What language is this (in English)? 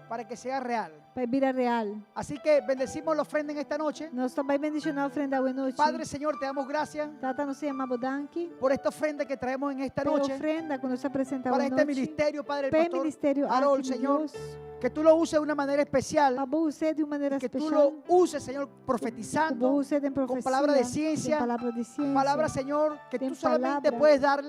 Papiamento